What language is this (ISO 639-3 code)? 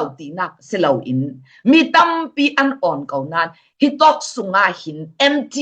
cfm